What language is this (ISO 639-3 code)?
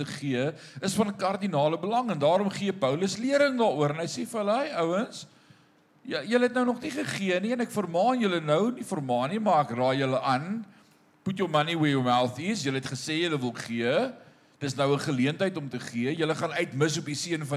afr